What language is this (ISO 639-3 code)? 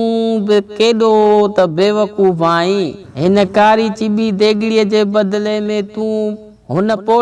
snd